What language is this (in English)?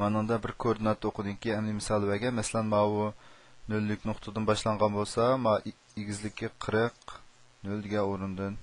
Uyghur